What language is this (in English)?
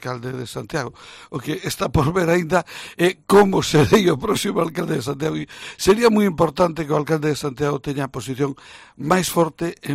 Galician